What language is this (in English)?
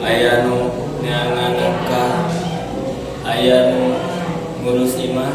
Sundanese